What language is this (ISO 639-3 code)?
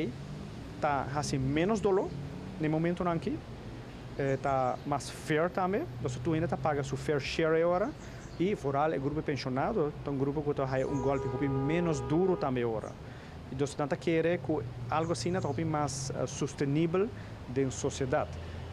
pap